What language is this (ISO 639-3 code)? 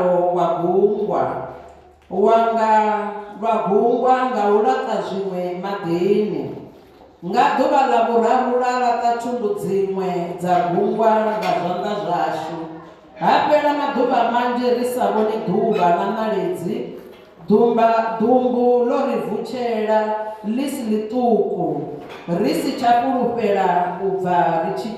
ven